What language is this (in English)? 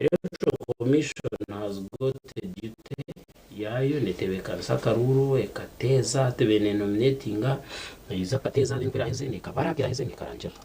Nyankole